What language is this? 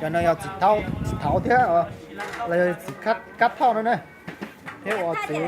Hmong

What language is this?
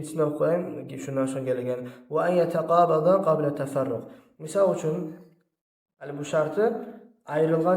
Kumyk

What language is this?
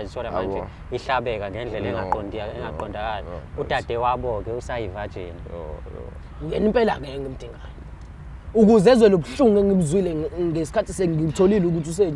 Zulu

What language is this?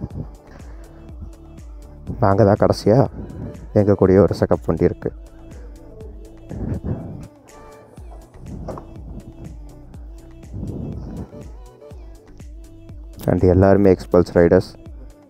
Tamil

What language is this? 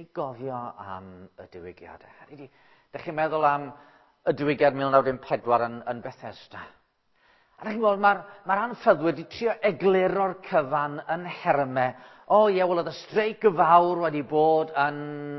Welsh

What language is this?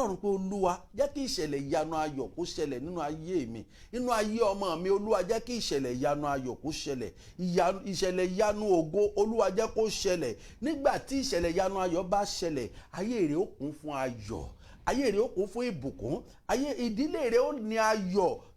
Yoruba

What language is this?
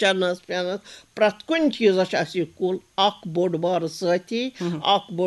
Kashmiri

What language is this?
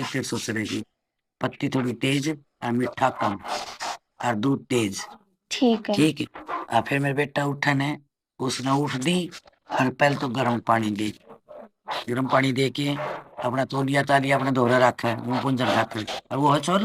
Haryanvi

